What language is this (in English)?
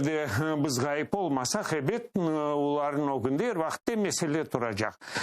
Crimean Tatar